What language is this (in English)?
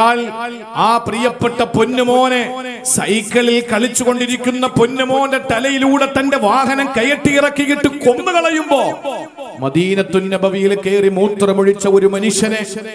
Malayalam